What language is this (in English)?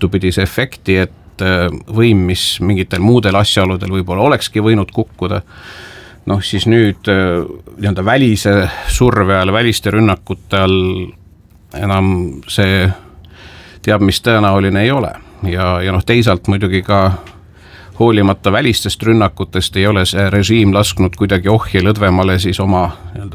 Estonian